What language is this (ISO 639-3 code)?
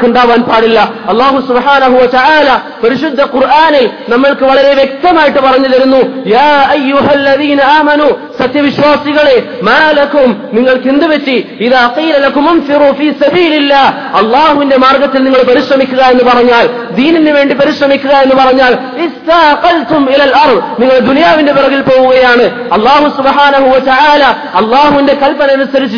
mal